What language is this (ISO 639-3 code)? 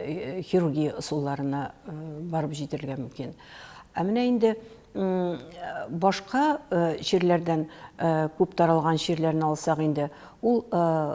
tat